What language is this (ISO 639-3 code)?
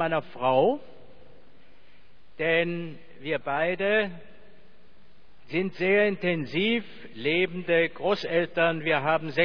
deu